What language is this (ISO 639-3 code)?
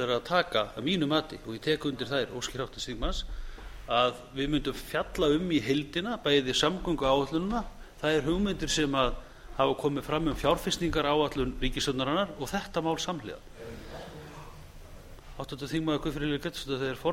isl